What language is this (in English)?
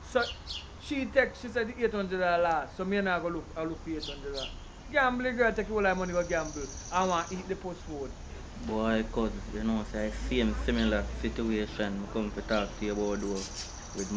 Jamaican Creole English